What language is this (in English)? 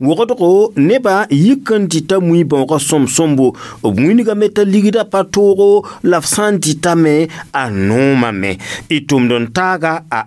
Mossi